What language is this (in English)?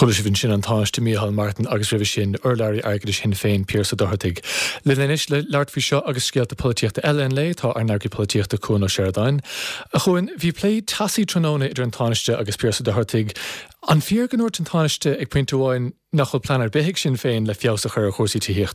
Irish